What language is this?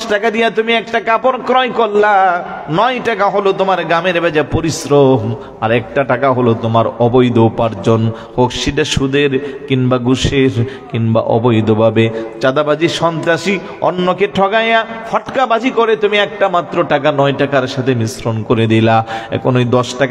Bangla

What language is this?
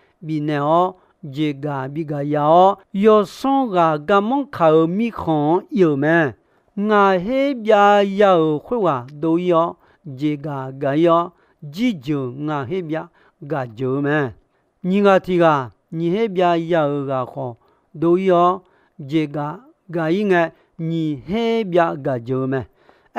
Akha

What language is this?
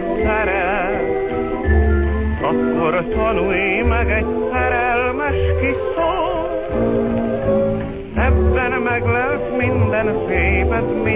Hungarian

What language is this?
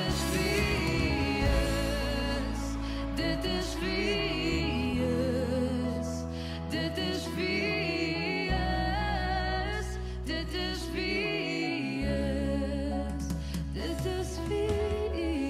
Afrikaans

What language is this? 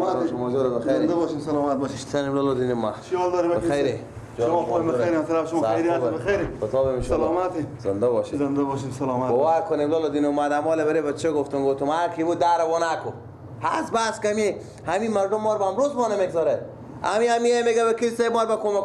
Persian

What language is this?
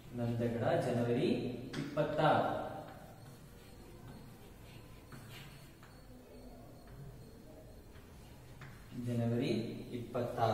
Kannada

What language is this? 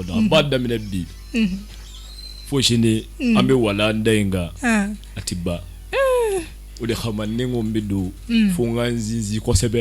Bambara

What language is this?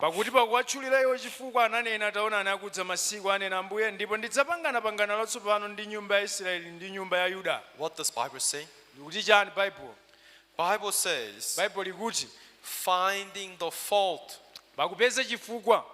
Nyanja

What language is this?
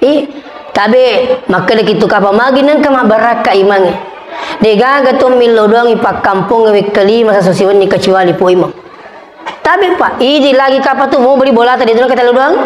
Buginese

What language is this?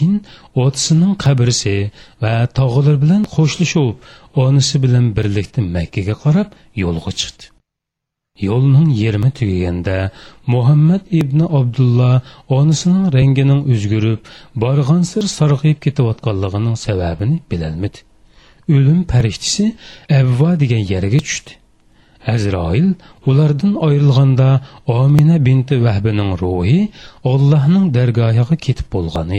Uyghur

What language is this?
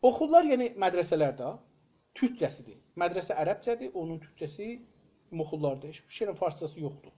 South Azerbaijani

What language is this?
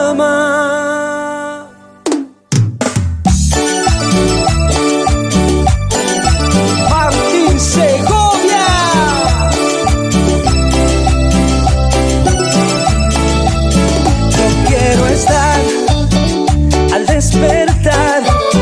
Spanish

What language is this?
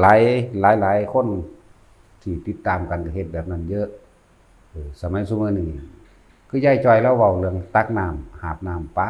Northeastern Thai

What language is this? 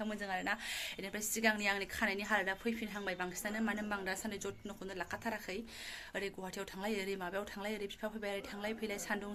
Bodo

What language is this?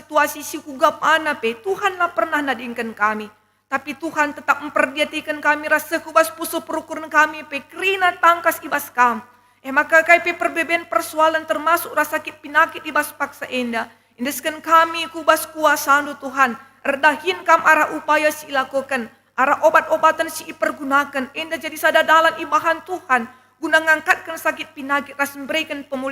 Batak Karo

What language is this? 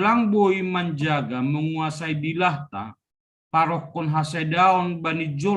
Batak Simalungun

